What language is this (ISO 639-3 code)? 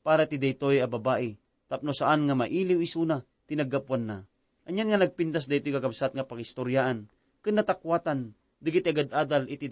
ilo